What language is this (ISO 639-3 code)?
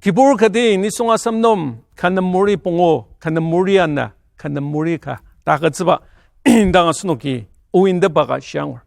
njo